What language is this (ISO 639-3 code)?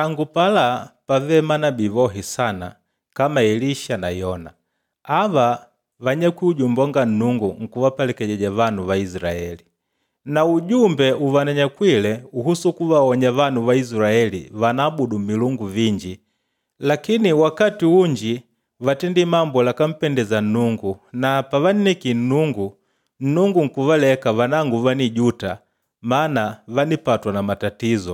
kde